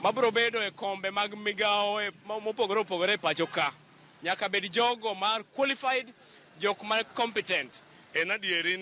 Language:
Luo (Kenya and Tanzania)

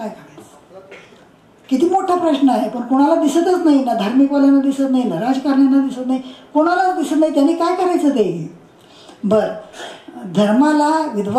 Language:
Marathi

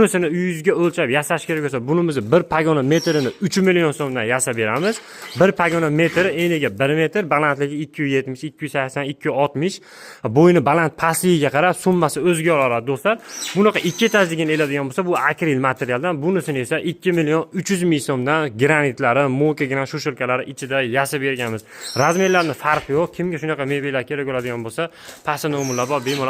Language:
Uzbek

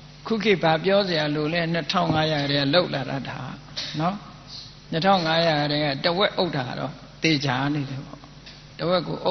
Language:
Burmese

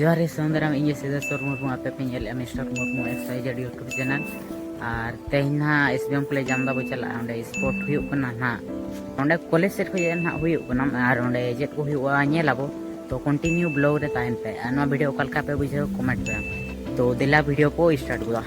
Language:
Santali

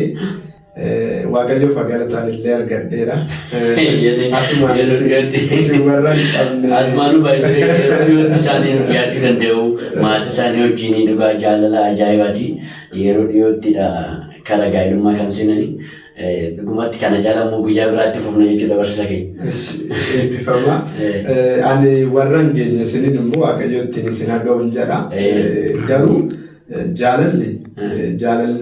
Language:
Oromo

